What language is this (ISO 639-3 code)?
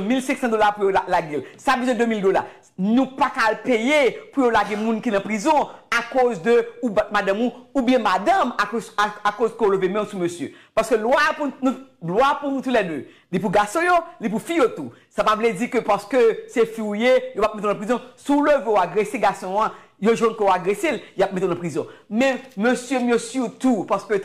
hat